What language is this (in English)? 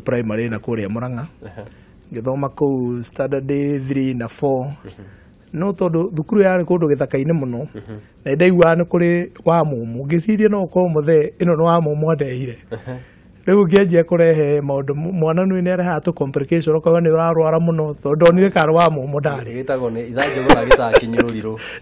Kikuyu